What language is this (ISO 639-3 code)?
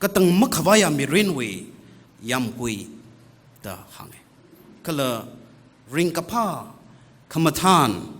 nmf